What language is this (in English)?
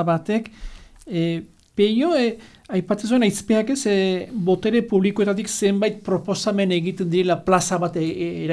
Basque